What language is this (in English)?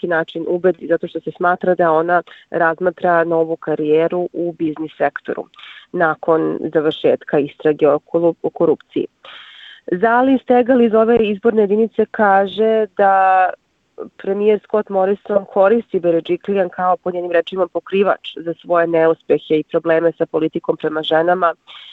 Serbian